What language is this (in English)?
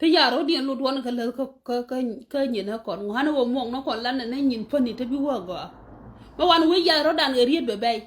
Nuer